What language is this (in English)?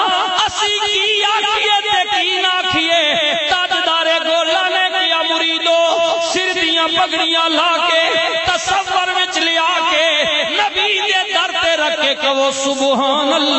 Western Panjabi